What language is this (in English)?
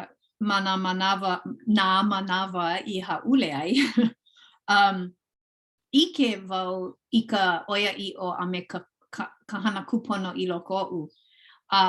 Hawaiian